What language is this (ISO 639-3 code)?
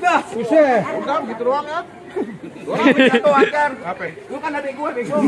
bew